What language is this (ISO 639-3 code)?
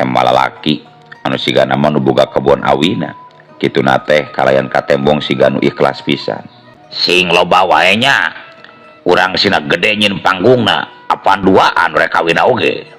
sun